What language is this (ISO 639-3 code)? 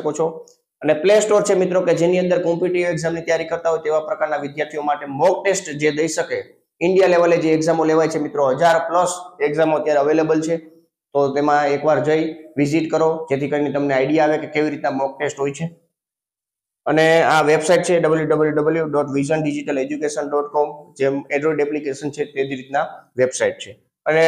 guj